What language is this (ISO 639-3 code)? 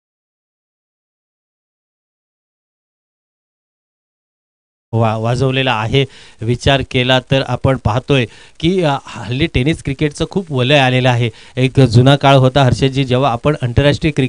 mar